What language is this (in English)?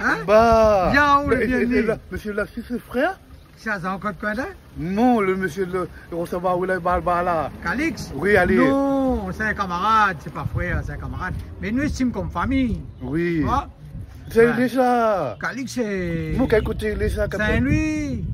Réunion Creole French